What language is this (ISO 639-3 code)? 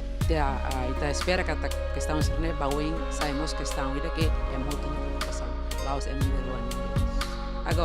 tet